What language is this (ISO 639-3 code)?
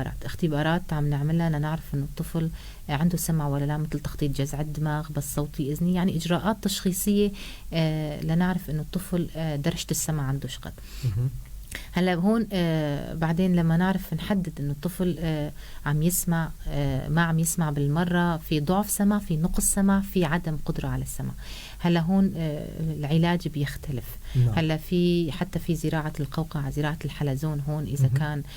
apc